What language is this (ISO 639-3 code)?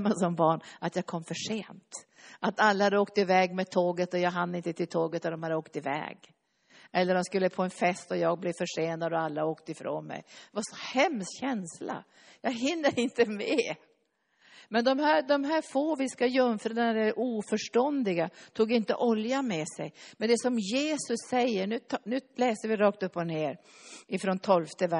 swe